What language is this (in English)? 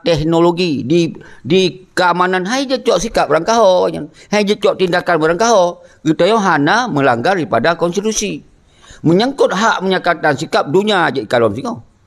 Achinese